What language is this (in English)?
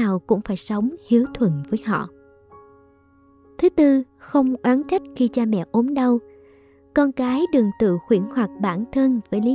Vietnamese